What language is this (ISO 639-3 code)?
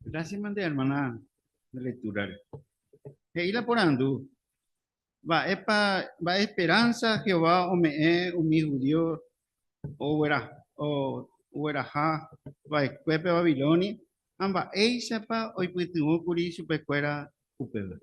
grn